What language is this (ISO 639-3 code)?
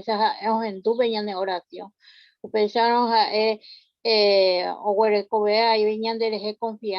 grn